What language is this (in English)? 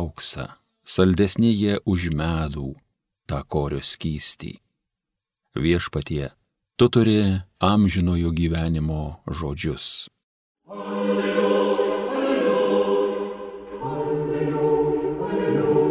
Lithuanian